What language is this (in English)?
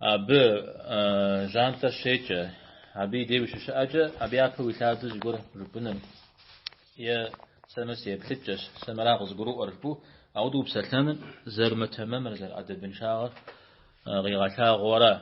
Kabardian